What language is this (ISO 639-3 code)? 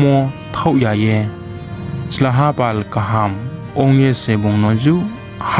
ria